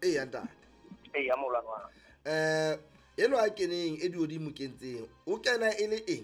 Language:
Southern Sotho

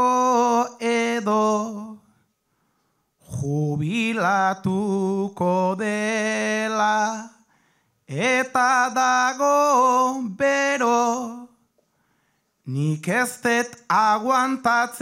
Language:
Basque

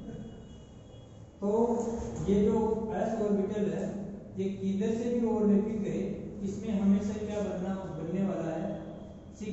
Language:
Hindi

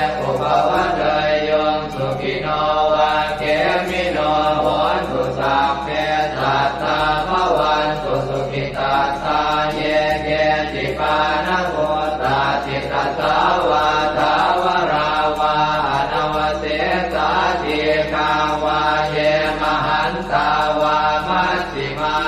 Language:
Pali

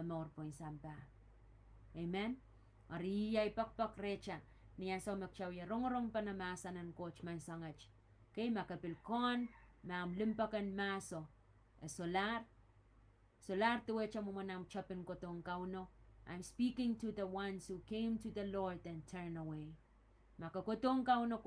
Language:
Pohnpeian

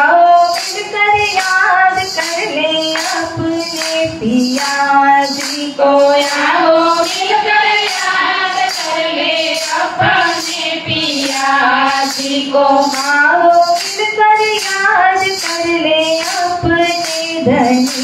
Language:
Gujarati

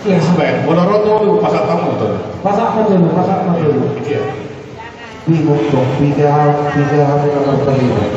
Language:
Batak Toba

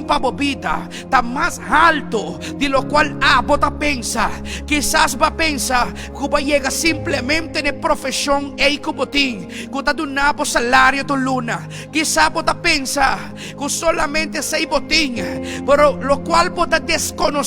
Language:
Papiamento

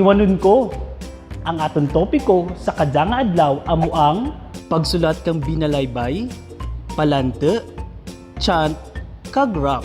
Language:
Kinaray-a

